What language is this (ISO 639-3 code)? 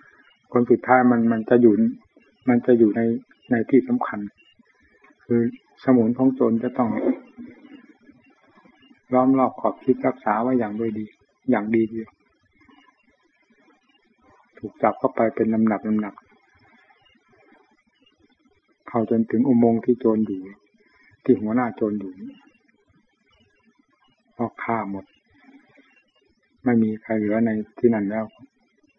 tha